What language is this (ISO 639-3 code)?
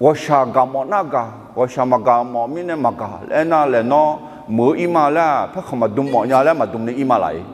ahk